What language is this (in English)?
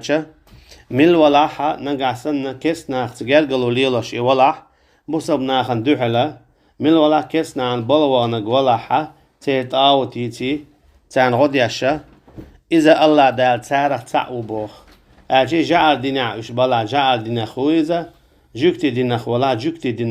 Chechen